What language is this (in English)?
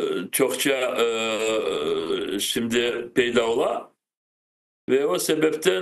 Crimean Tatar